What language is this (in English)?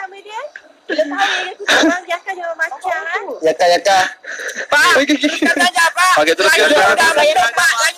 Malay